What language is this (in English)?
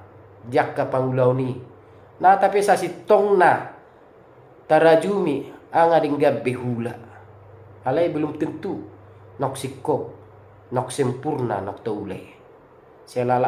Batak Toba